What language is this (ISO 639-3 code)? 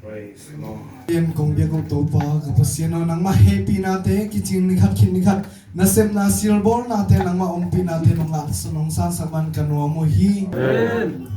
ctd